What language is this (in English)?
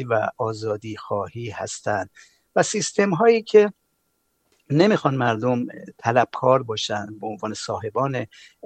Persian